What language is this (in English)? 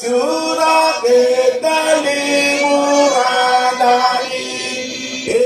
Marshallese